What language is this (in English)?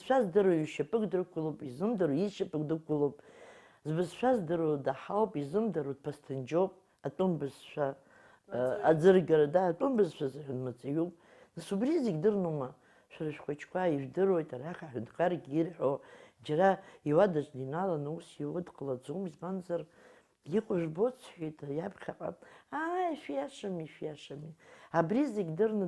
Abkhazian